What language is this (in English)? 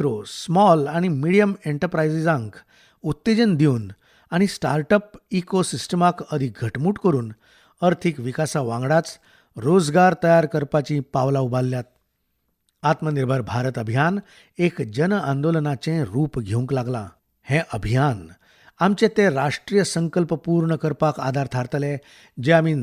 Konkani